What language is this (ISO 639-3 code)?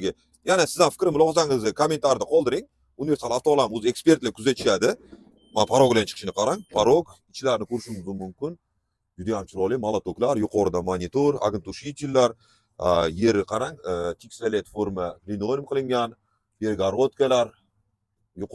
uzb